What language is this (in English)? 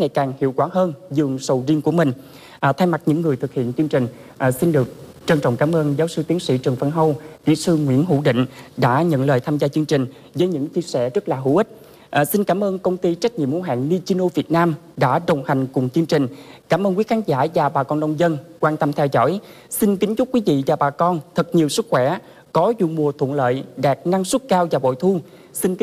Vietnamese